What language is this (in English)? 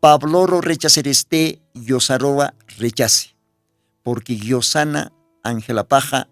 Aymara